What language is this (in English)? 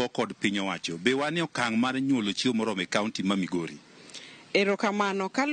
Luo (Kenya and Tanzania)